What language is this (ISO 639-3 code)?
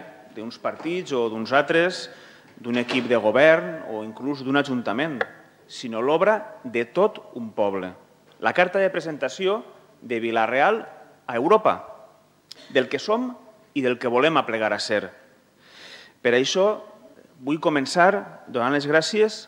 cat